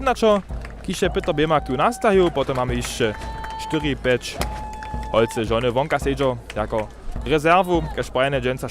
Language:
Upper Sorbian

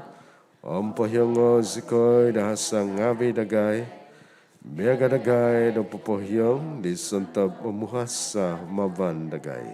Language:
Central Dusun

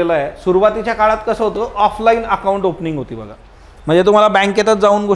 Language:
Marathi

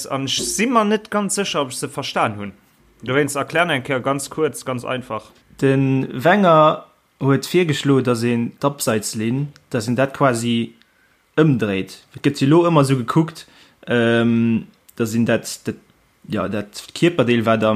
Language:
Luxembourgish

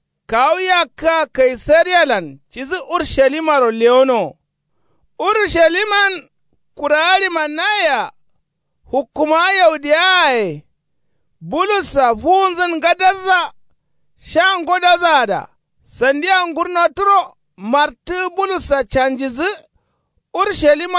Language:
Kanuri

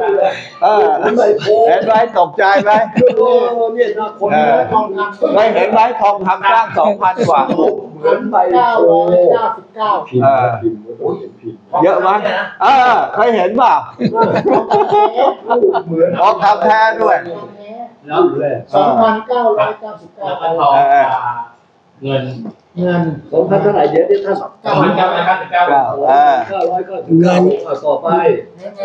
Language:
Thai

